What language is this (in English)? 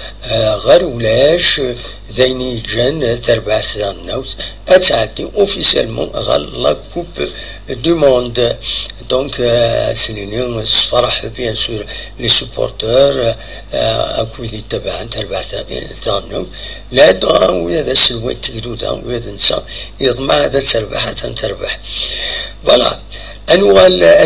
Kabyle